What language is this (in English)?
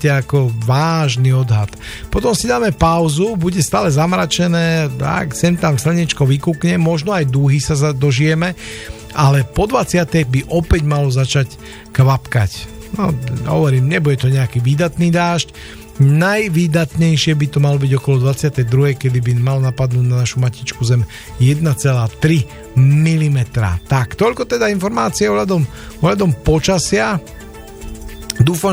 Slovak